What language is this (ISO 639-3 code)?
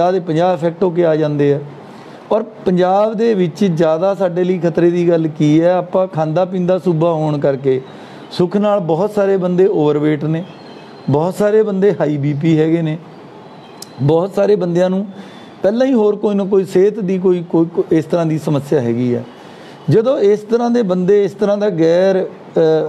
pan